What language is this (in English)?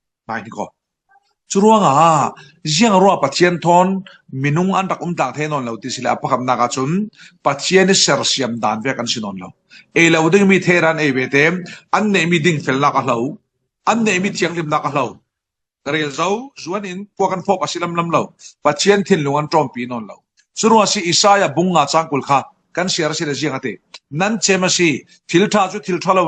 Falam Chin